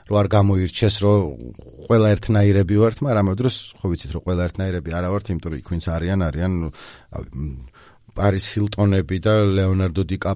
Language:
Georgian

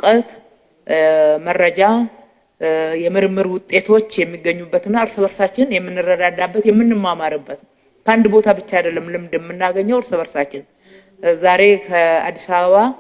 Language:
Amharic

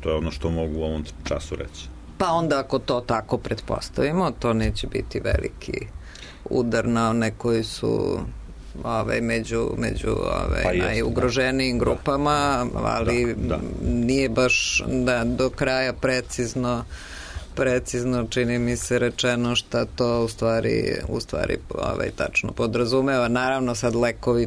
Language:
Serbian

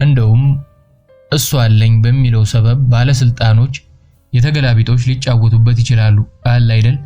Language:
Amharic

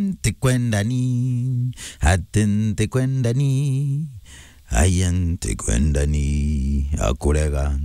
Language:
Meru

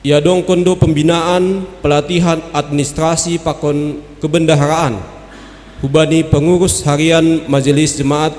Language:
Batak Simalungun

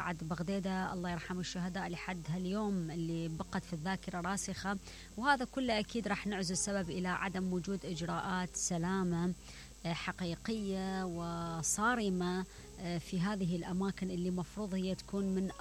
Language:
Mesopotamian Arabic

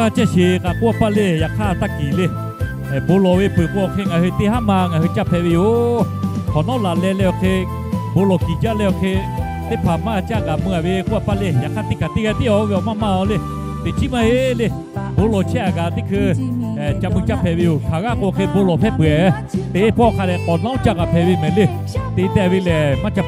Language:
Lahu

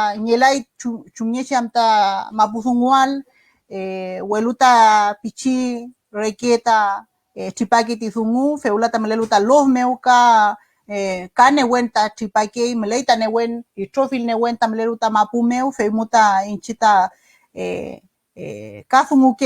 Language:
Mapuche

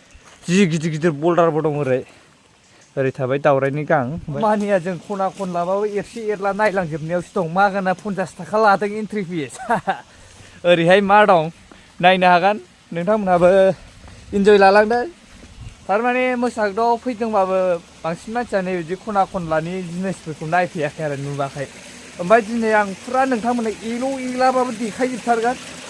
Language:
Bodo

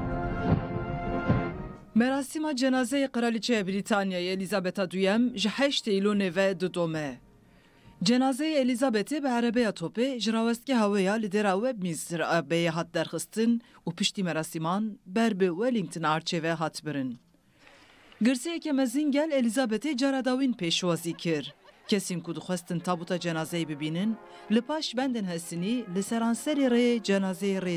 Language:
Kurdish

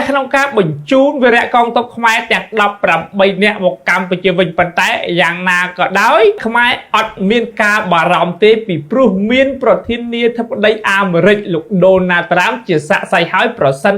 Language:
Khmer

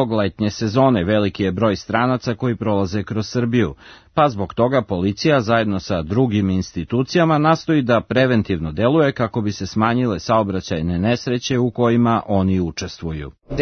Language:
Serbian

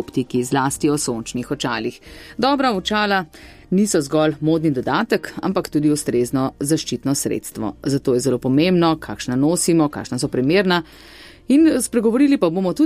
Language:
Slovenian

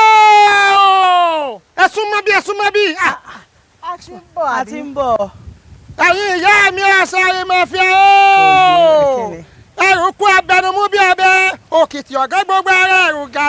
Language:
Yoruba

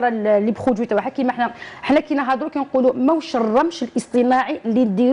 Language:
Algerian Arabic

